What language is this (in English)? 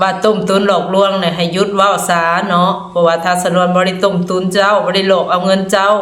Lao